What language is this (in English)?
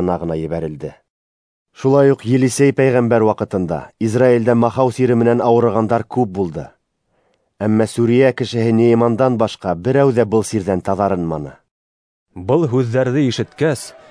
Bashkir